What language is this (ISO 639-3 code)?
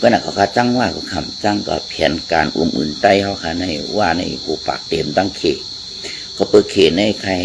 shn